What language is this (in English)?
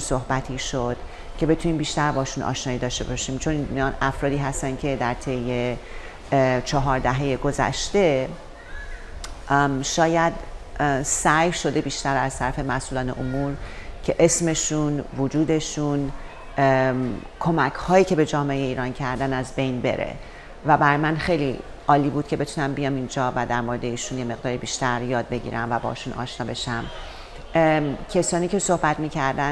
Persian